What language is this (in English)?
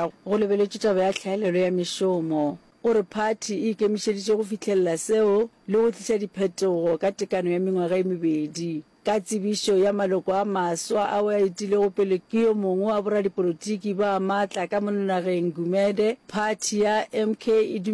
Northern Sotho